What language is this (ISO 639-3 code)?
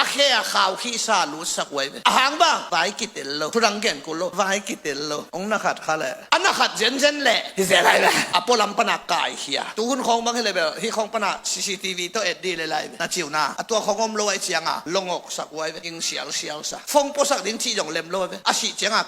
ctd